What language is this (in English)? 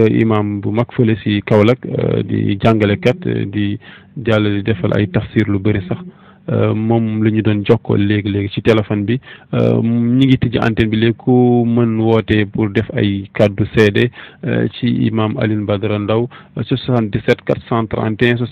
Wolof